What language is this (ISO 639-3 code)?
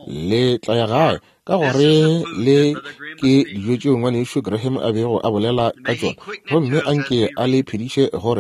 nso